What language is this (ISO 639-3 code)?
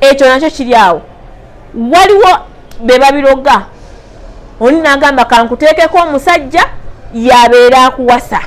lug